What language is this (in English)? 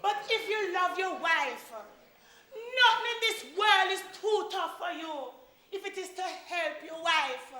Jamaican Creole English